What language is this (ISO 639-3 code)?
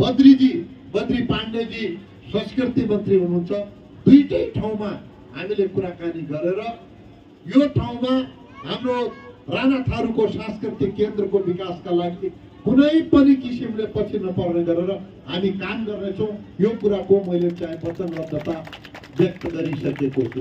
nep